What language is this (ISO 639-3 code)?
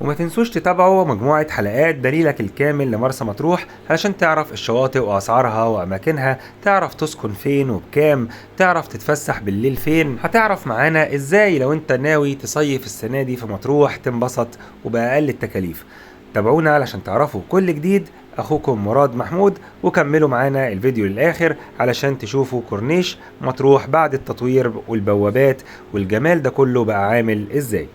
arz